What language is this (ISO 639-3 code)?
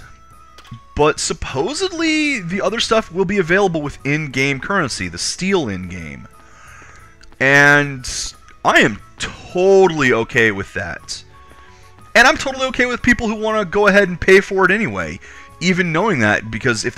eng